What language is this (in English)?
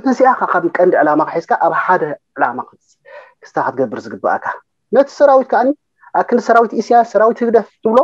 Tigrinya